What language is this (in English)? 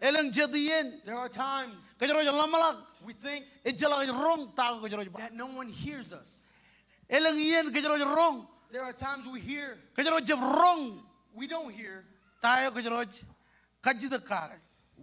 Marshallese